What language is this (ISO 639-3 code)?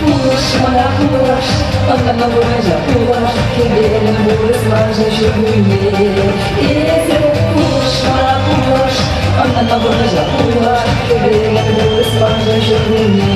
chv